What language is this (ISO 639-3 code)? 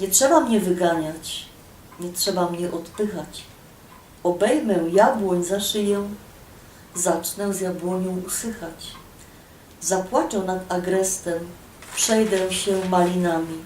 szl